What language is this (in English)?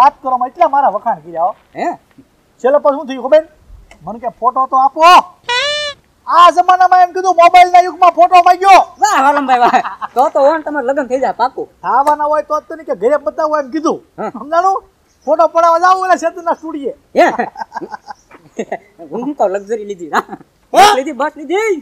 Gujarati